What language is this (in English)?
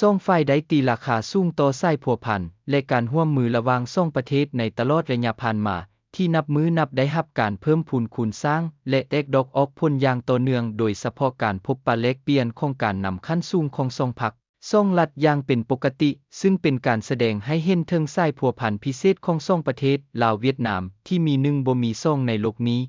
Lao